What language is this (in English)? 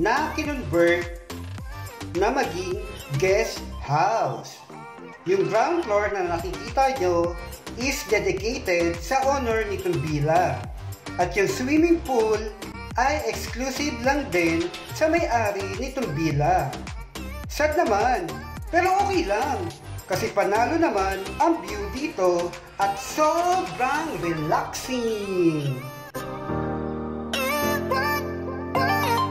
Filipino